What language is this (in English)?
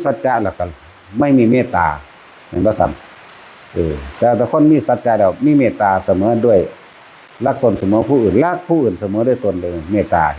Northeastern Thai